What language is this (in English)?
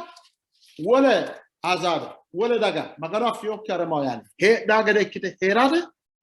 Sidamo